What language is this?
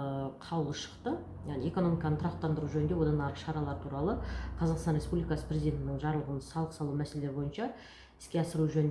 Kazakh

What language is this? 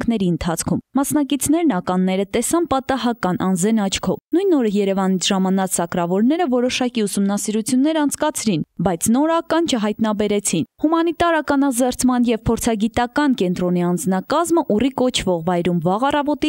Armenian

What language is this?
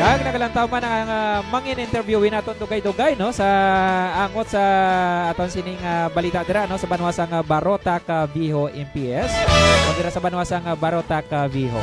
Hiligaynon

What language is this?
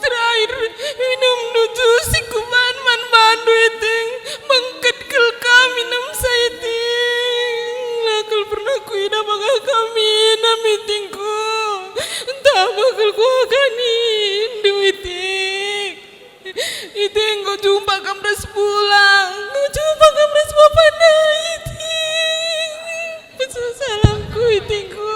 Batak Karo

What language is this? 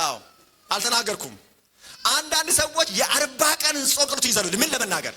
Amharic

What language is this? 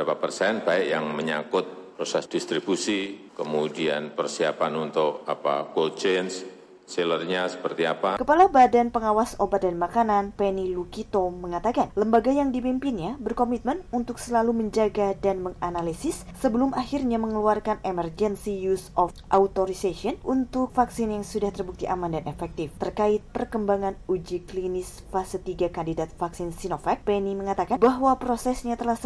Indonesian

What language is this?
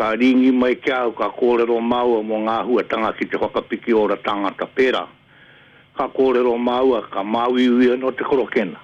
Māori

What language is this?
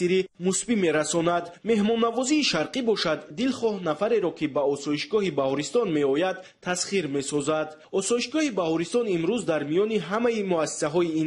Tajik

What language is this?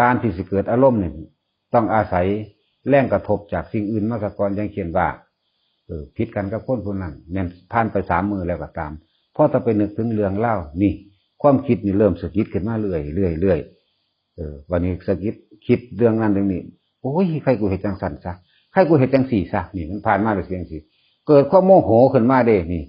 Northeastern Thai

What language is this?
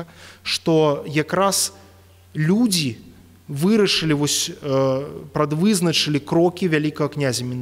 Belarusian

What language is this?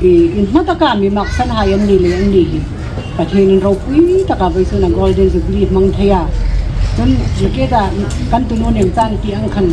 Hmar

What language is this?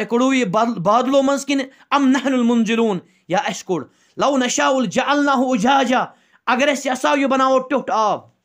Kashmiri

